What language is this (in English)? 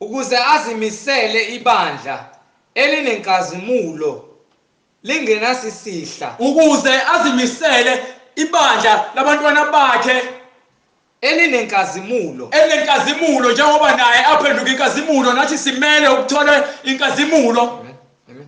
Zulu